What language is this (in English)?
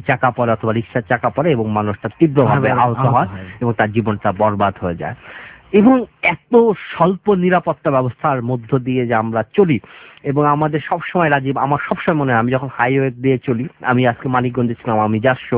Bangla